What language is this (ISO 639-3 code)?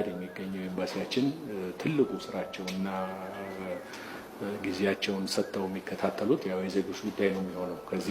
amh